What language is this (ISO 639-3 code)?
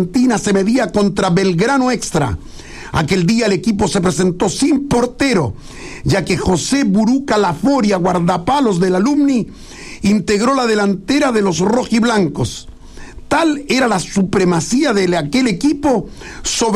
spa